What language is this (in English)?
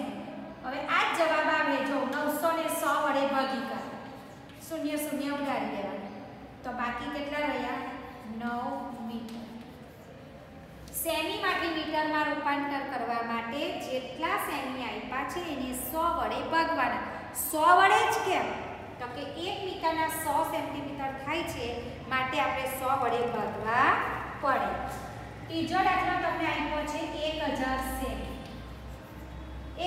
Gujarati